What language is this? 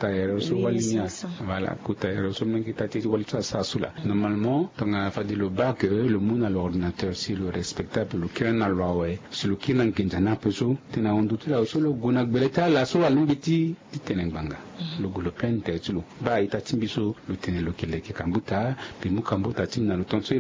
Sango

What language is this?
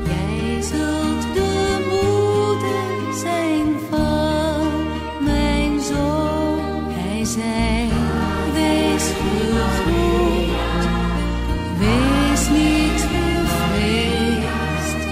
Dutch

